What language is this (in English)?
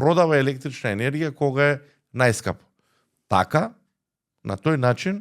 Macedonian